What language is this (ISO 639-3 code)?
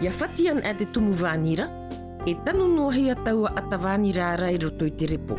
tah